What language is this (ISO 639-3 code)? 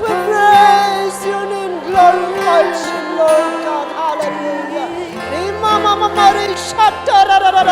nag